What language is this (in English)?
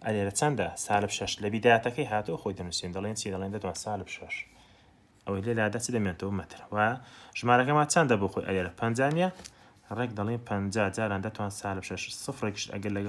Central Kurdish